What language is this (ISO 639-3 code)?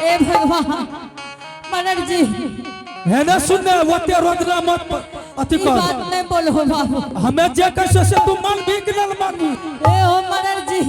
anp